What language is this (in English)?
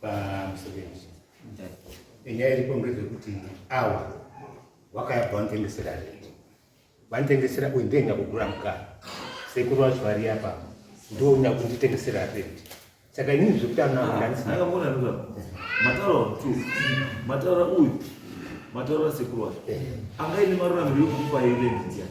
Shona